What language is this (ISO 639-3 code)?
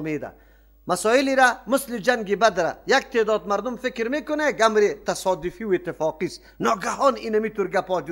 fas